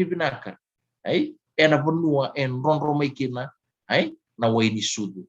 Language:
Fijian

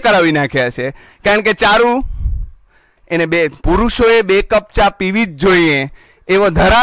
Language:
Gujarati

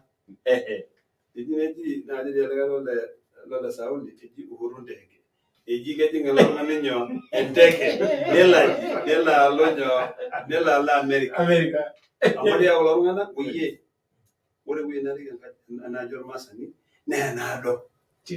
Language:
Masai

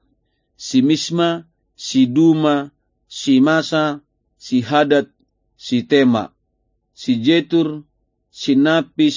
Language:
Batak Toba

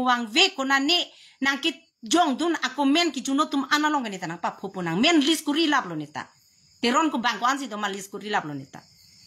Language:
Karbi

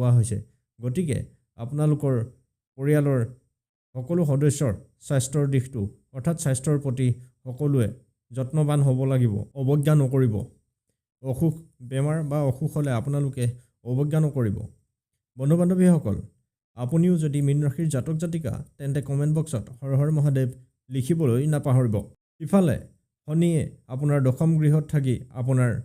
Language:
Assamese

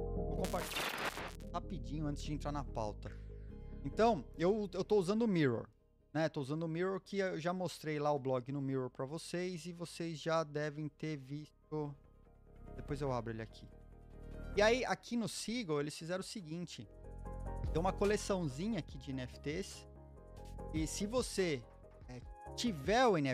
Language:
Portuguese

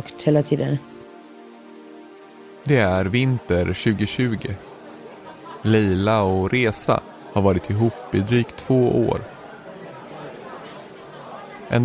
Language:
Swedish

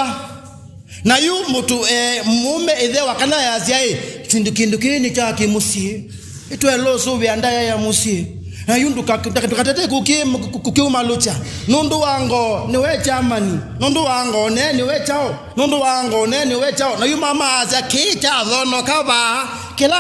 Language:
Kamba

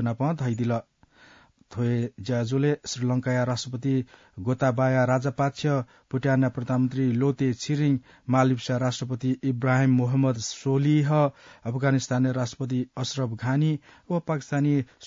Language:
Newari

